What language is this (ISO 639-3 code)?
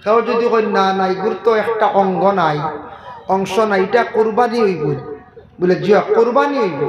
syl